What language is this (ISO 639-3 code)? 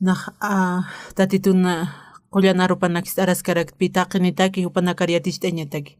aym